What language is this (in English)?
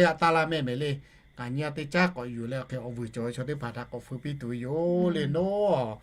Lahu